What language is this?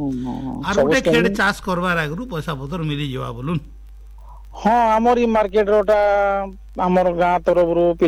Hindi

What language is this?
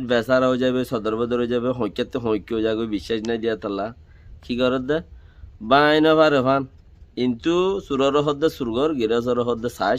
Rohingya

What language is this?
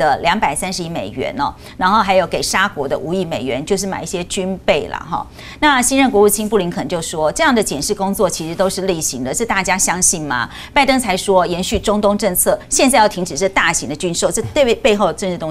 Chinese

